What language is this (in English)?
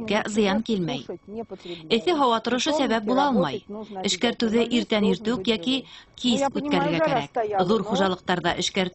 Bashkir